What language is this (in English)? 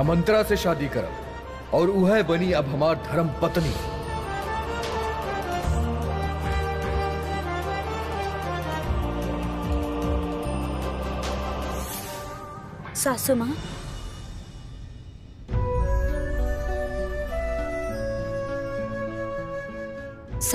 Bhojpuri